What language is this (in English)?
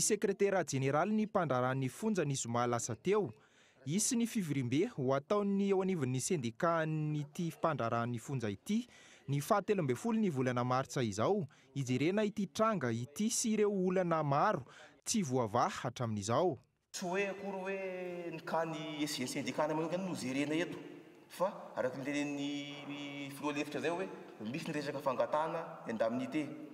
Malagasy